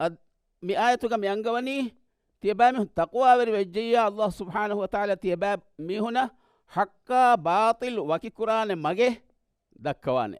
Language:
Divehi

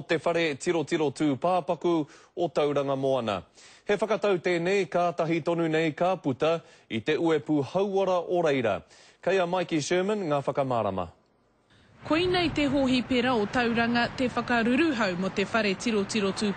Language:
Māori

